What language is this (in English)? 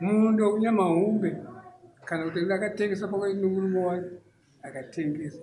Shona